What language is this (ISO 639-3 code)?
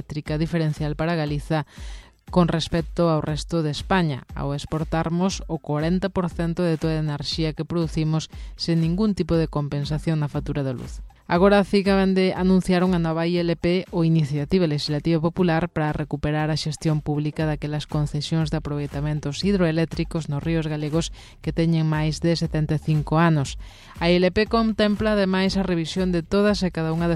glg